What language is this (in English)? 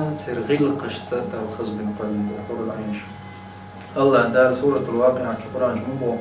Chechen